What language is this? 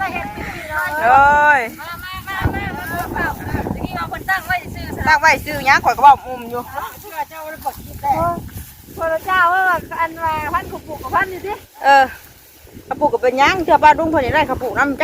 Northeastern Thai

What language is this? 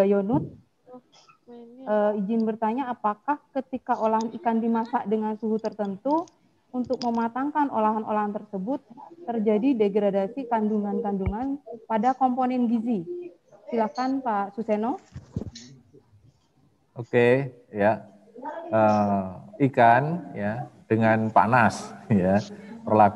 Indonesian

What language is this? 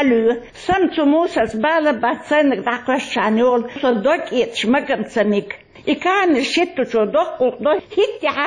Chechen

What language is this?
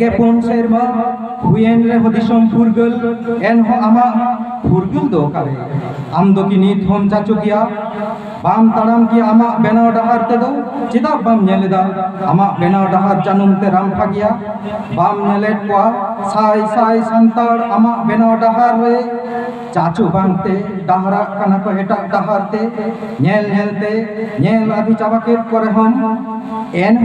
Santali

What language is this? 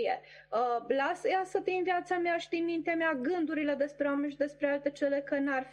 Romanian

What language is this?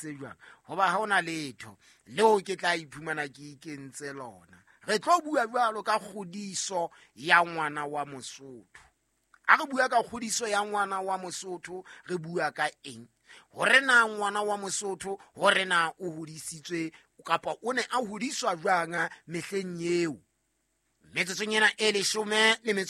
Southern Sotho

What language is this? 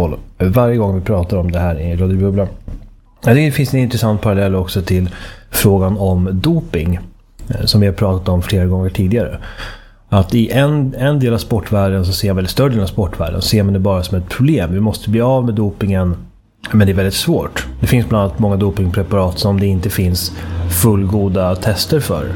Swedish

